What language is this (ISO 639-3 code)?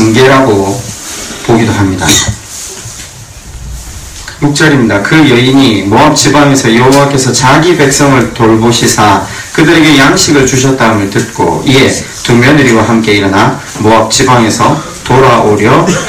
kor